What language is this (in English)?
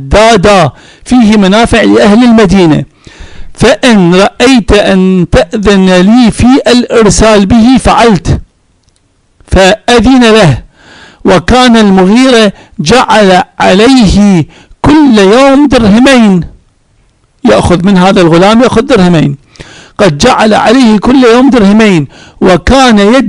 Arabic